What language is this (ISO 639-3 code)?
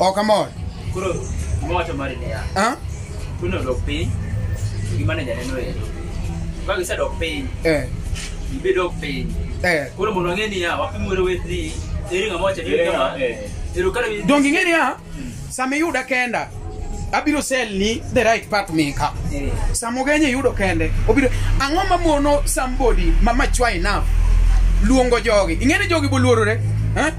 luo